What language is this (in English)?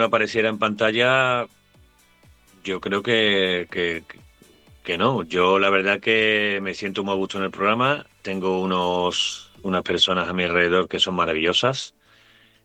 Spanish